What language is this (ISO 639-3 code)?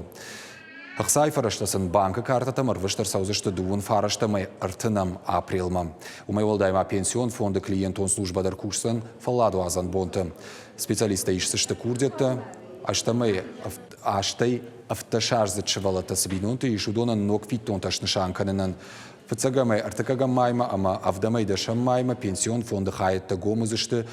oss